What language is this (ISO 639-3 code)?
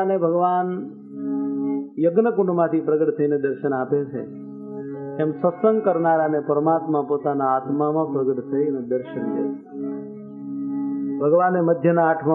guj